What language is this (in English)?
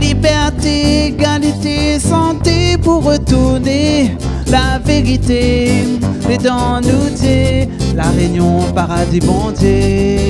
Réunion Creole French